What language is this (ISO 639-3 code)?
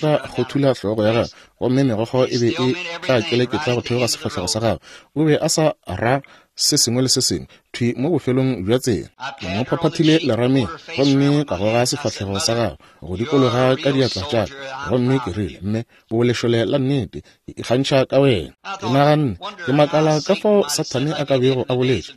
nso